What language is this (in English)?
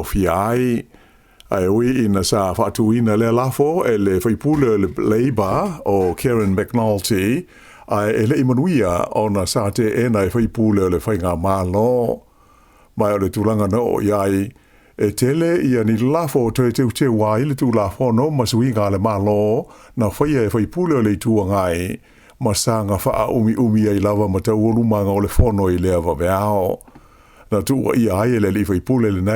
Samoan